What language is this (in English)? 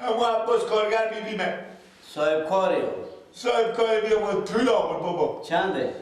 Persian